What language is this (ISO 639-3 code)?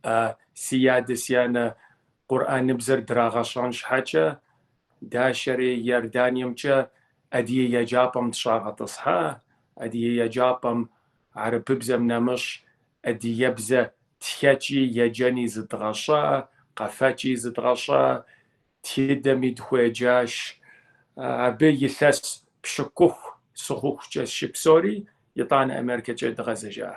kbd